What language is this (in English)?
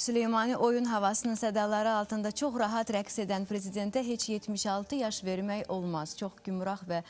Azerbaijani